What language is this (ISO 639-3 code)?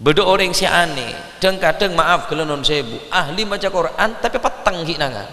mad